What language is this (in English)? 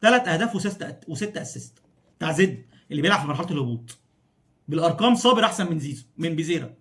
Egyptian Arabic